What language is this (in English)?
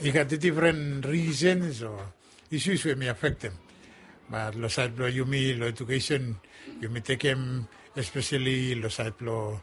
Bislama